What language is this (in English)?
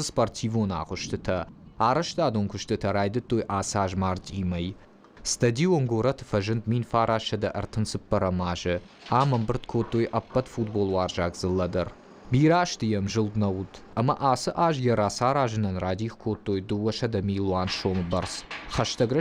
Ossetic